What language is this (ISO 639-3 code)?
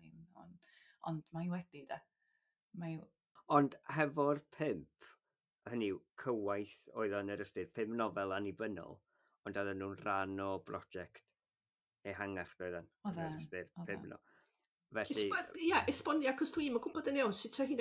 cym